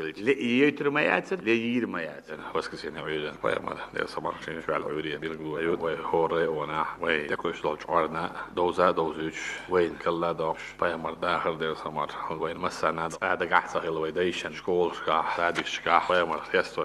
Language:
Chechen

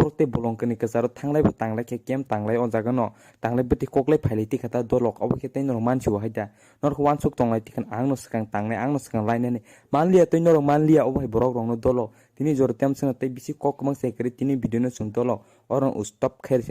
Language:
Kok Borok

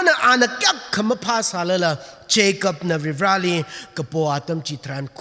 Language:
Tangkhul Naga (India)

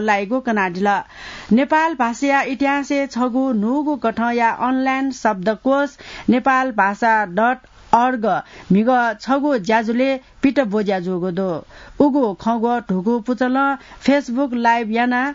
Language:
Newari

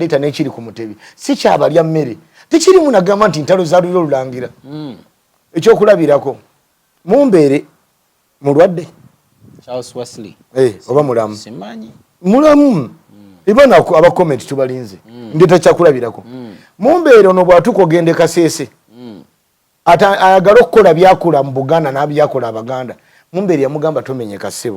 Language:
Ganda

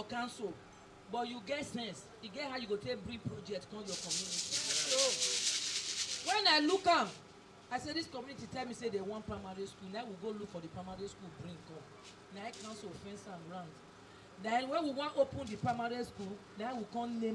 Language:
Nigerian Pidgin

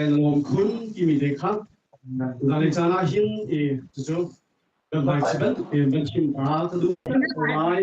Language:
Hakha Chin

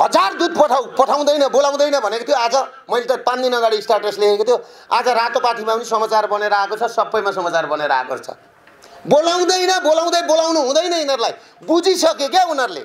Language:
Nepali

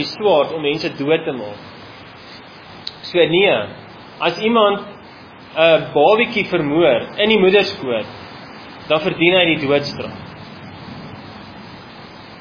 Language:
Afrikaans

